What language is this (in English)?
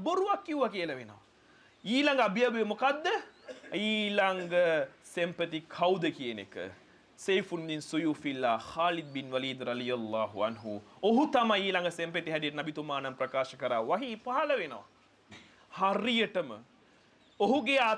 Sinhala